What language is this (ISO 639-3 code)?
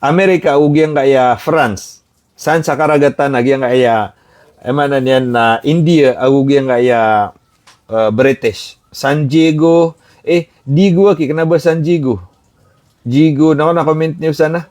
mrw